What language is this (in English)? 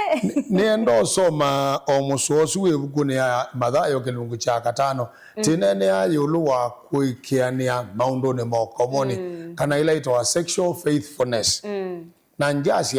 Kamba